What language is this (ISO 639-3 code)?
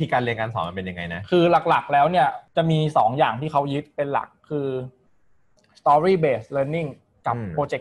tha